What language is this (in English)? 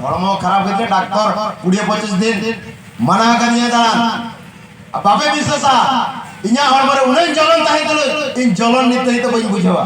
Santali